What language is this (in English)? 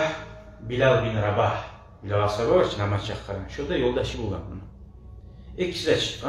Kumyk